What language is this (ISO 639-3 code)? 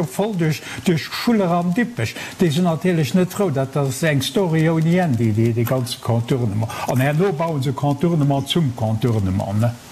ltz